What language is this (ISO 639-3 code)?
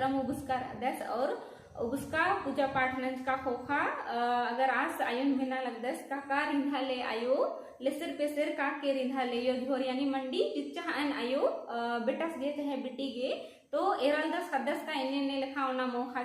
kru